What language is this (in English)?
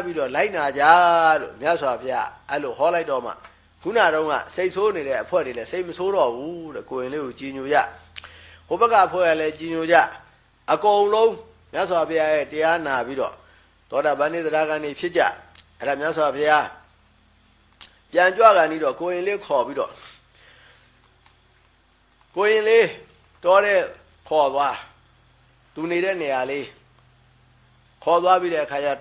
Burmese